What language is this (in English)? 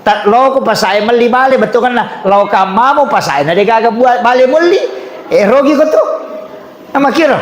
Buginese